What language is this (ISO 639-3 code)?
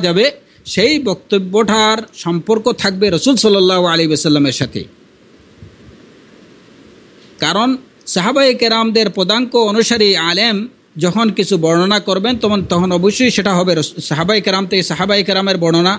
ben